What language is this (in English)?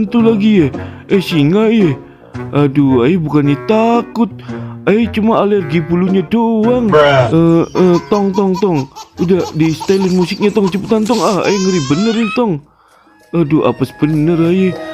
Betawi